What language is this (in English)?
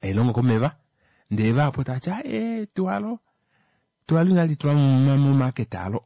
Kuanyama